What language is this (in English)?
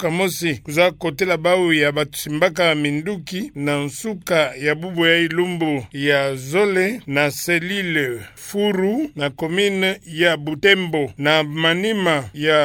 Kituba (Democratic Republic of Congo)